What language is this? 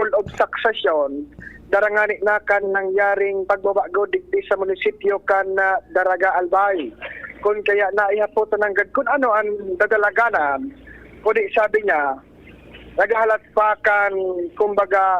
Bikol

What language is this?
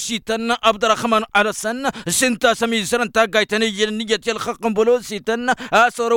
Tamasheq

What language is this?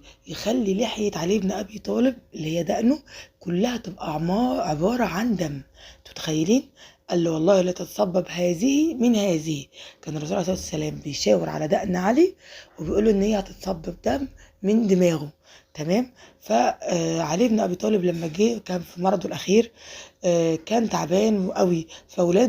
Egyptian Arabic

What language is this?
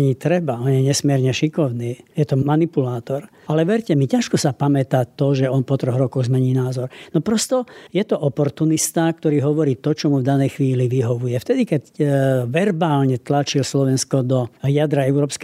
Slovak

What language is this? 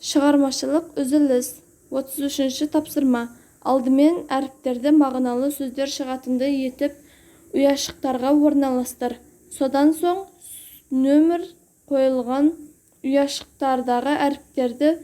Kazakh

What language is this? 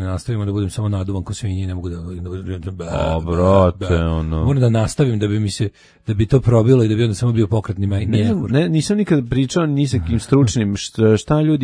Serbian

